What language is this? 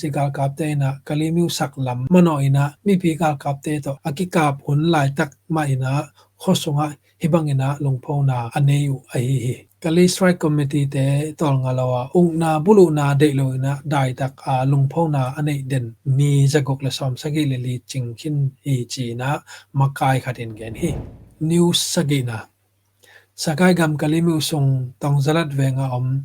Tedim Chin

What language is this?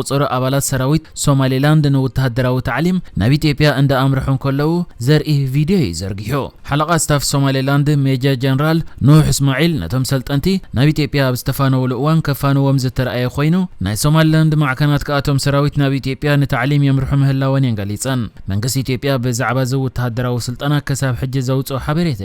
Tigrinya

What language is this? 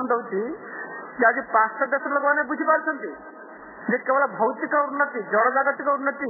Odia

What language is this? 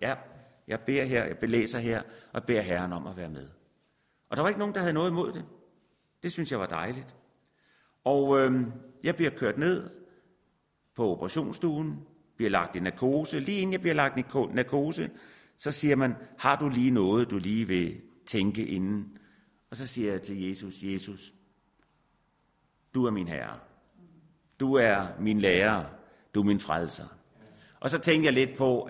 Danish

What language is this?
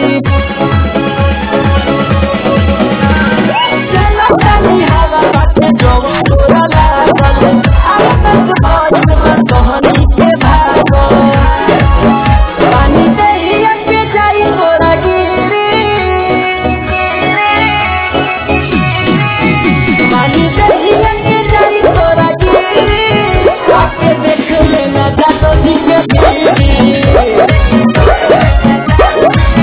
Bhojpuri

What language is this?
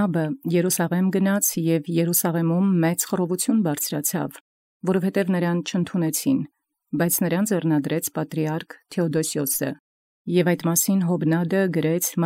Armenian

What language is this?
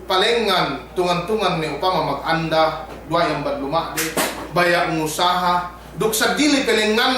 Yakan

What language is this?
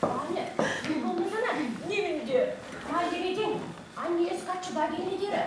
Chuvash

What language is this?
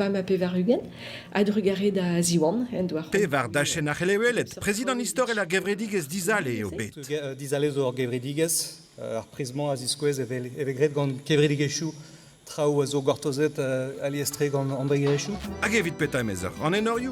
Breton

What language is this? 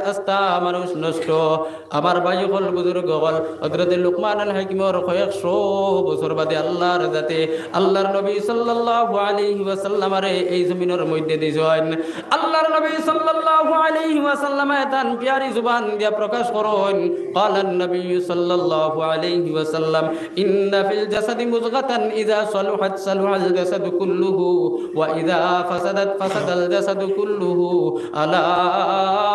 Sylheti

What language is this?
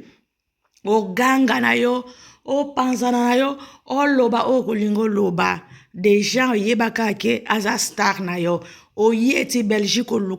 Lingala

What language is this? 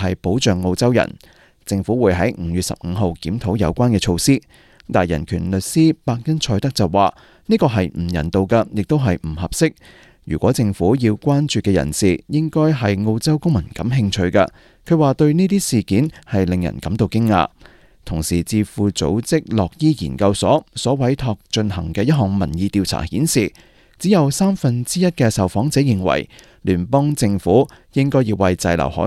Cantonese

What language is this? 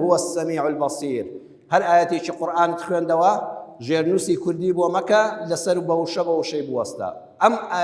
Central Kurdish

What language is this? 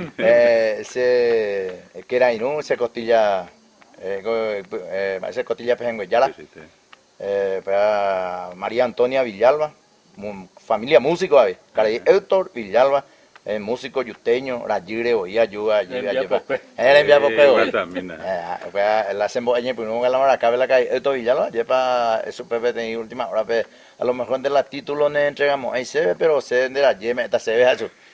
Guarani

